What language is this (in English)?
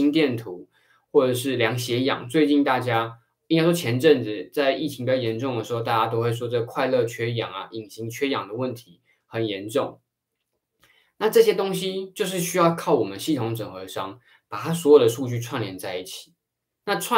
Chinese